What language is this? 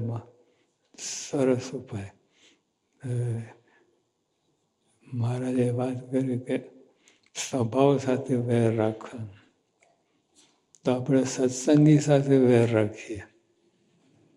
Gujarati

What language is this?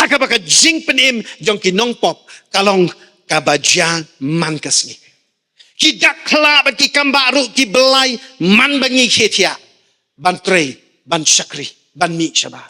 Khasi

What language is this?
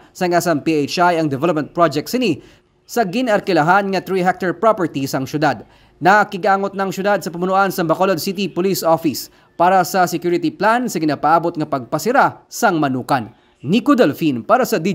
Hiligaynon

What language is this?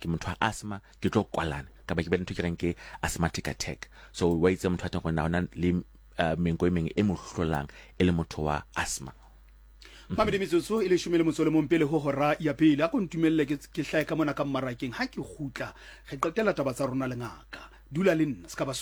Southern Sotho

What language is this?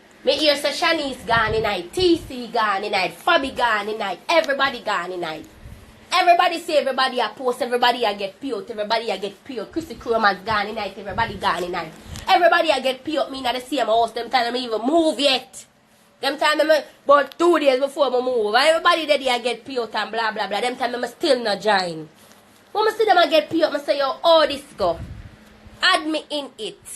Jamaican Creole English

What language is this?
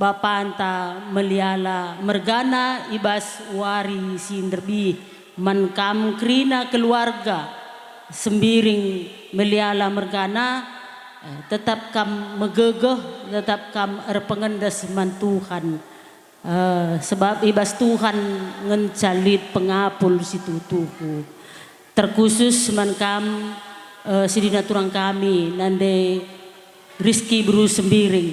Batak Karo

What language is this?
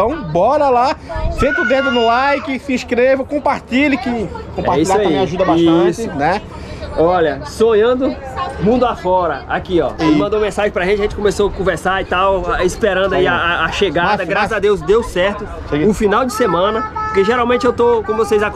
Portuguese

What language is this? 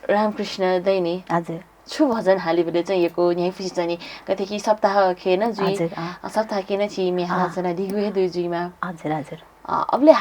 Newari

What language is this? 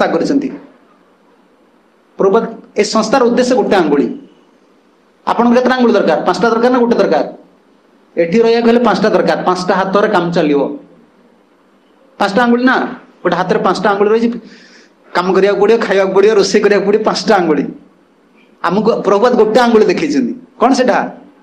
Odia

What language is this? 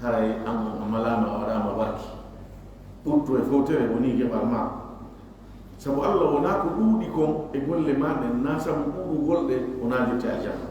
Fula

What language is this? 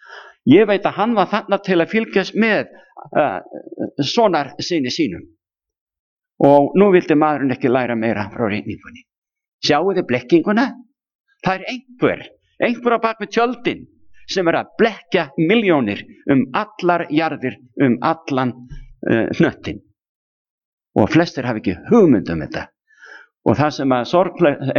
Icelandic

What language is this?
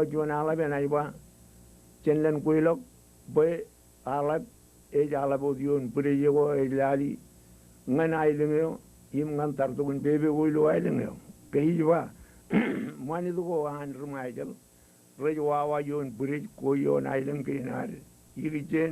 Marshallese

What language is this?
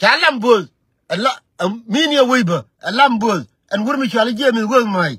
Nuer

